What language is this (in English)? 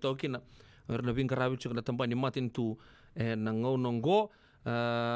Fijian